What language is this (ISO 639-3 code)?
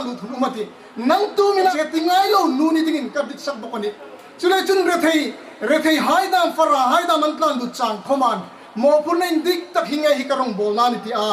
hmr